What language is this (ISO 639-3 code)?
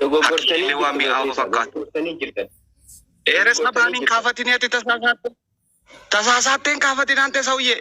orm